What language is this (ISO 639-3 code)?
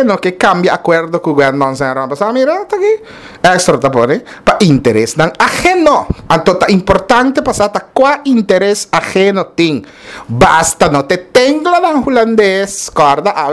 pap